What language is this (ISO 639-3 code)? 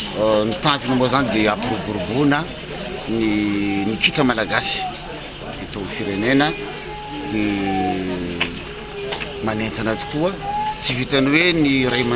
mlg